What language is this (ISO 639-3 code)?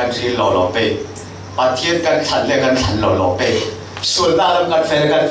cfm